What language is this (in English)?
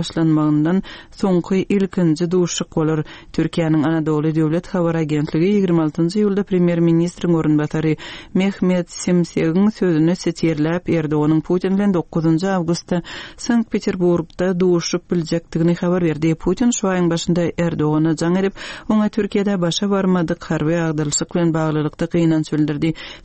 Turkmen